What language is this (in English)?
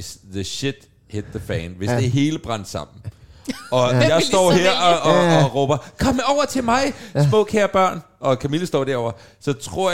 Danish